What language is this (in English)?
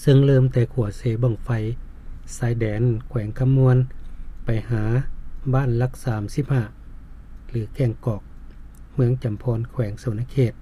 Lao